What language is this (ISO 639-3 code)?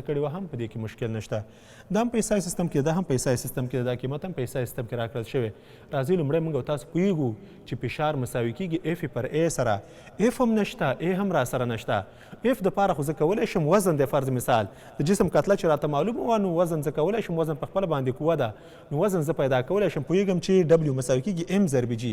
pus